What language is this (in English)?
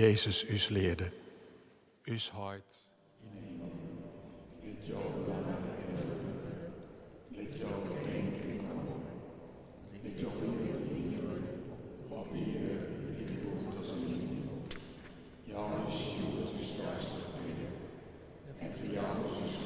Western Frisian